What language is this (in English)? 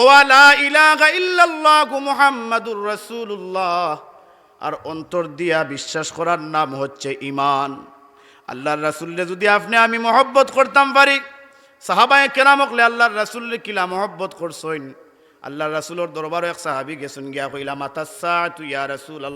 Sylheti